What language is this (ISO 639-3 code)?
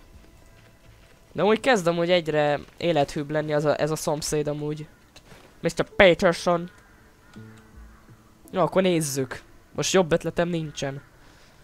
hun